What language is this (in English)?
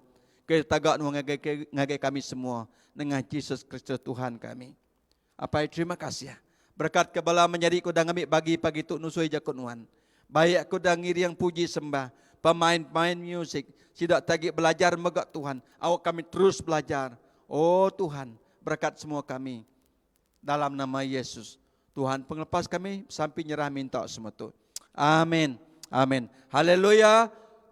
Iban